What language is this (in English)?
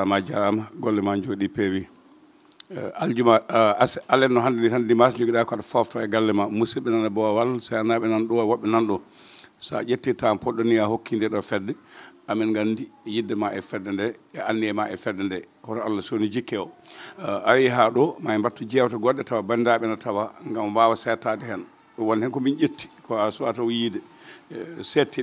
Fula